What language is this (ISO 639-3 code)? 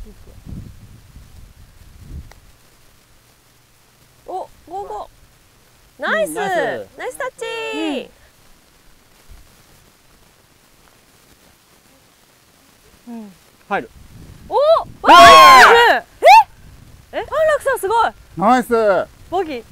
jpn